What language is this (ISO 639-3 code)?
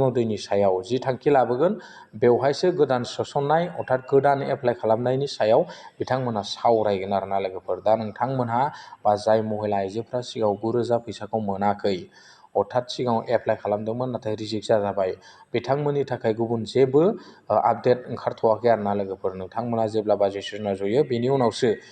brx